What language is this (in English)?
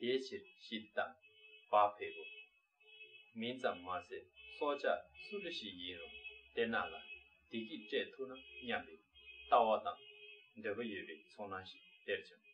Tibetan